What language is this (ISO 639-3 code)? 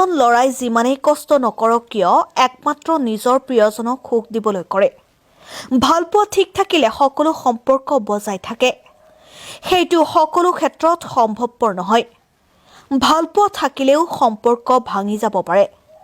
asm